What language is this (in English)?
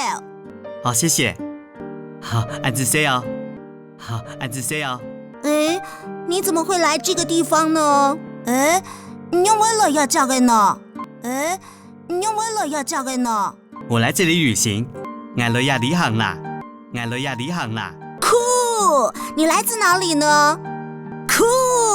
Hakka Chinese